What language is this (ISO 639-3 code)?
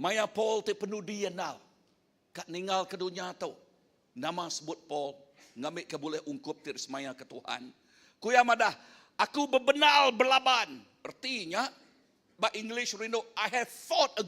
iba